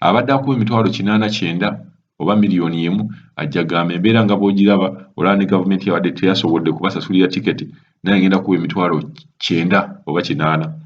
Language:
Ganda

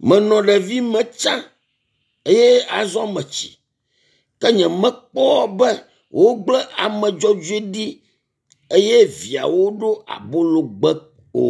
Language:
Ewe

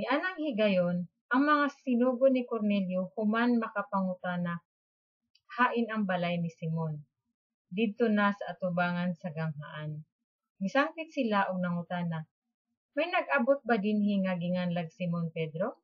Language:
Cebuano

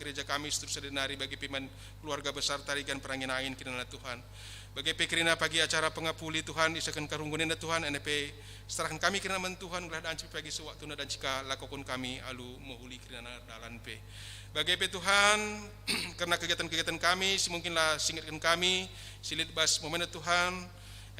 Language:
Batak Karo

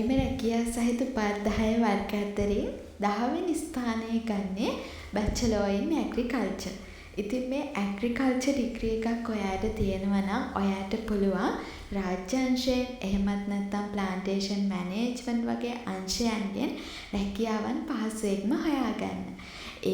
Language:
Sinhala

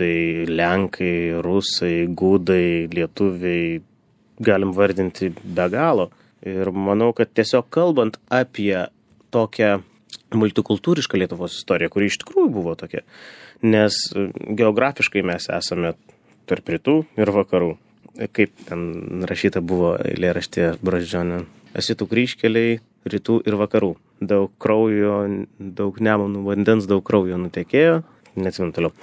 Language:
Lithuanian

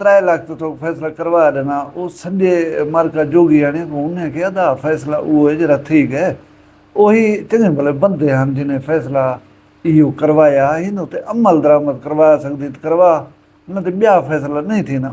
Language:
Saraiki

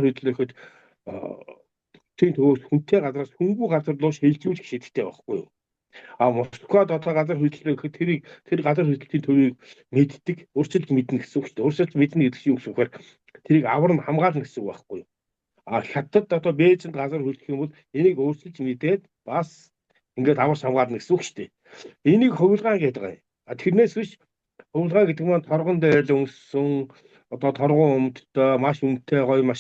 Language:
Mongolian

